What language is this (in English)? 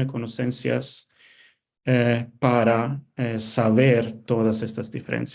Ladino